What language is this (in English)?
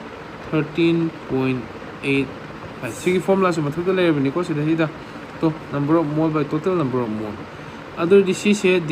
Manipuri